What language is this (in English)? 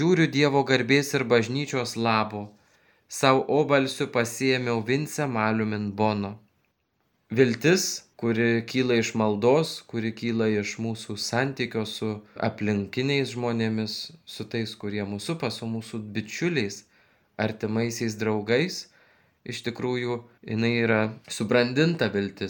Lithuanian